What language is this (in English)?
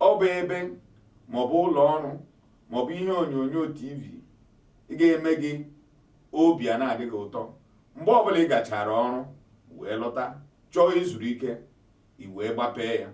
Igbo